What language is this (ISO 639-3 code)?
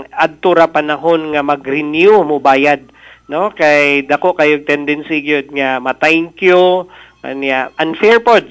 ceb